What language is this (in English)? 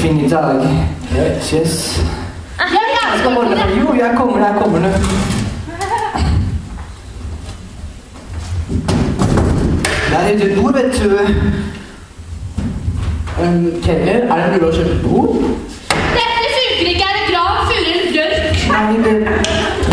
Norwegian